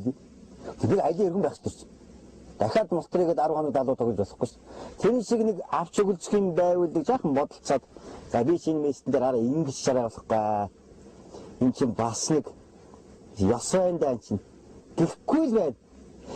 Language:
Mongolian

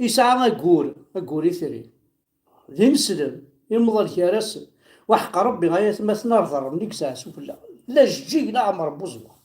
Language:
Kabyle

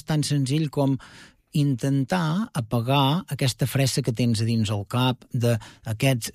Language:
Catalan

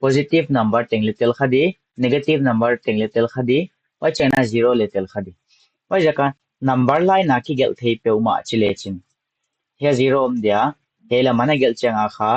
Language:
Paite Chin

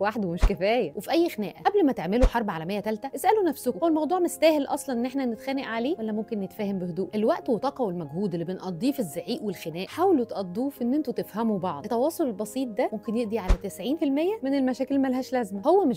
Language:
Egyptian Arabic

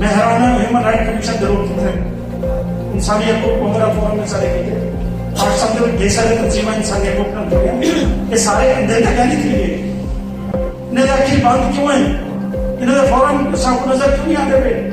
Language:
Saraiki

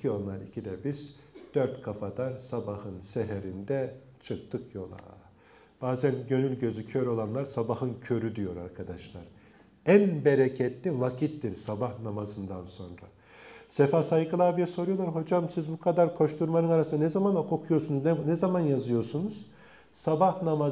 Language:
Turkish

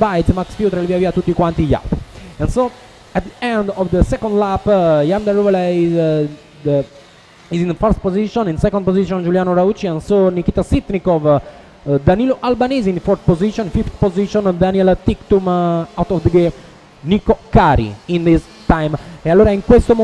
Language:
Italian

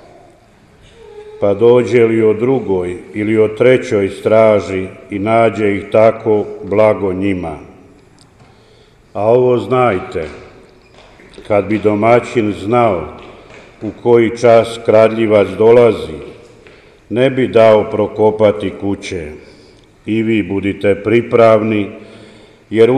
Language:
Croatian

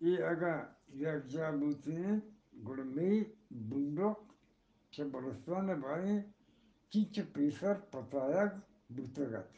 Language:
Eastern Balochi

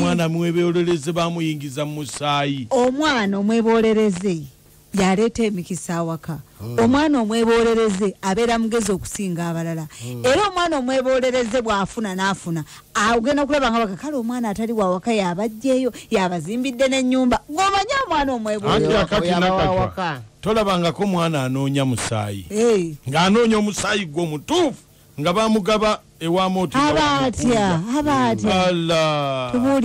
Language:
Ganda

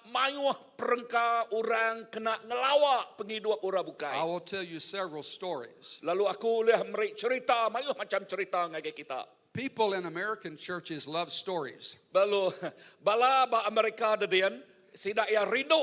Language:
Iban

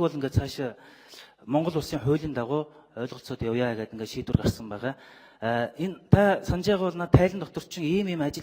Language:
Mongolian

